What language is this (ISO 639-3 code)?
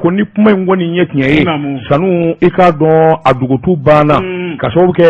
bam